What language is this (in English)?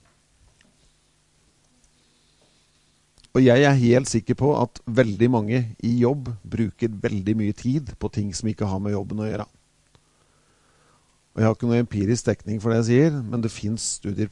Norwegian